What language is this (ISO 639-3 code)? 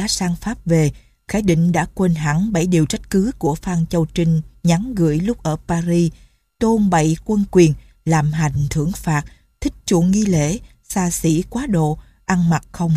vie